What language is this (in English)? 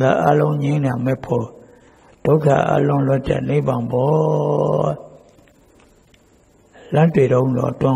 Burmese